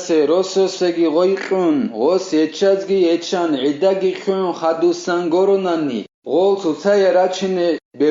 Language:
Avaric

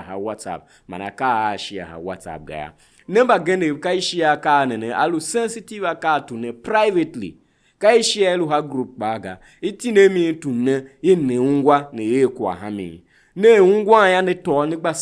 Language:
Tiv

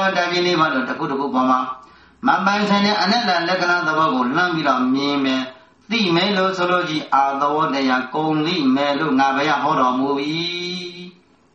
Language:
Burmese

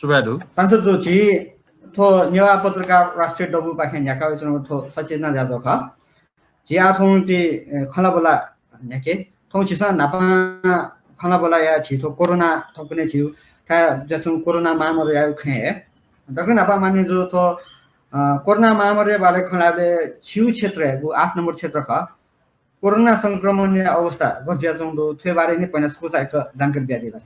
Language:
Newari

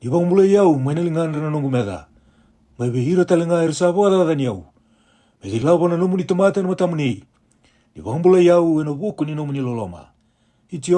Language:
Fijian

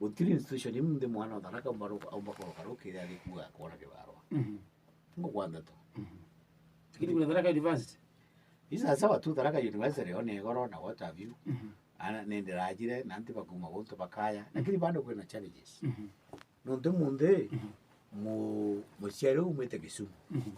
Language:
Meru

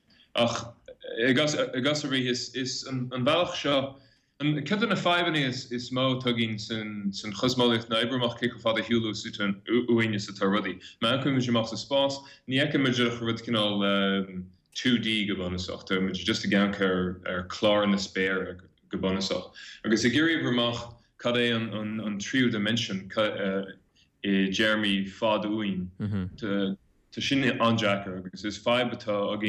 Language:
Irish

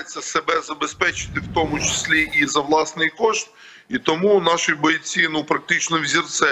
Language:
Ukrainian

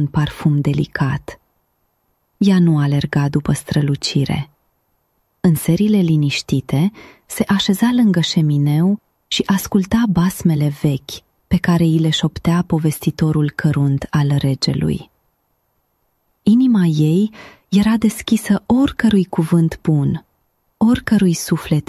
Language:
Romanian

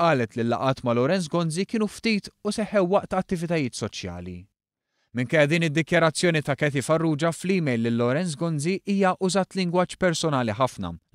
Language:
Maltese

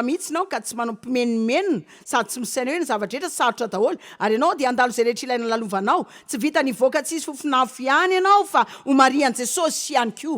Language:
Malagasy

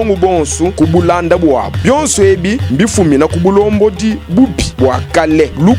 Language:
Luba-Lulua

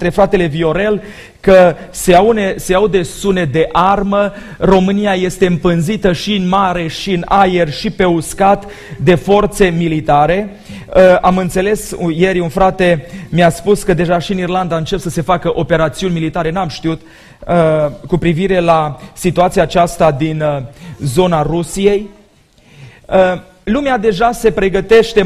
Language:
Romanian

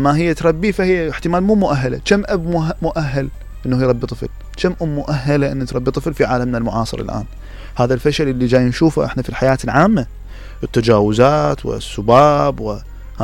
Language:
Mesopotamian Arabic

